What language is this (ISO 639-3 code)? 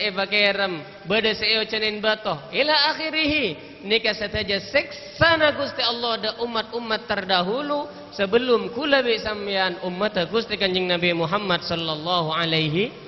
mad